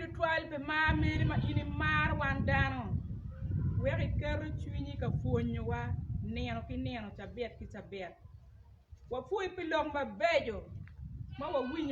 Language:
Acoli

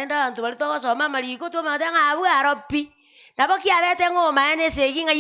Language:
Gusii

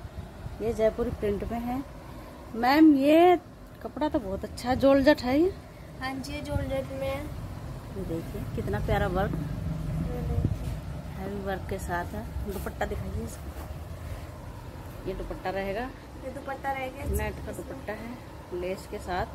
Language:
Hindi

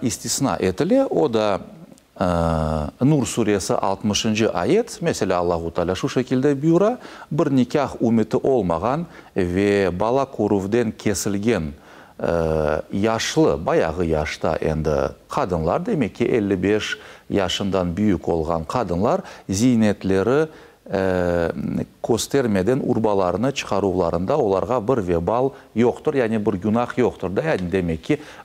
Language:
Crimean Tatar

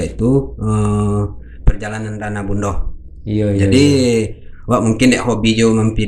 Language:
Minangkabau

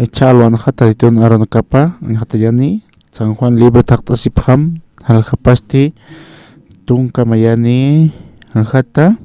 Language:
Aymara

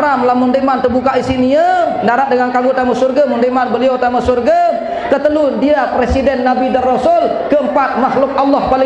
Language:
Sasak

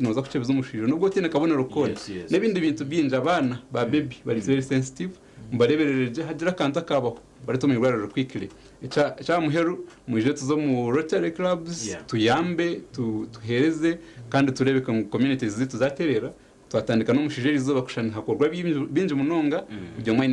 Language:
Nyankole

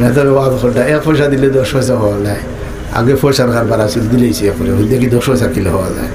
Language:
Sylheti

